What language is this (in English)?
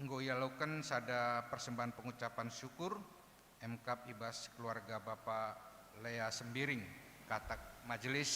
Batak Karo